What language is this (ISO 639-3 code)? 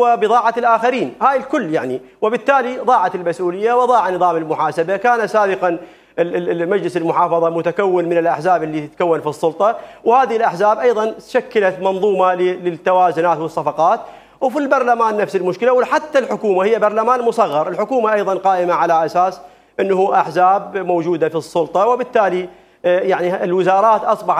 acm